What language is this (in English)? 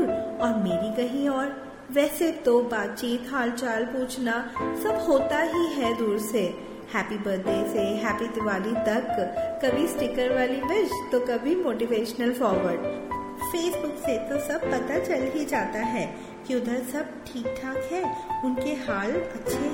Hindi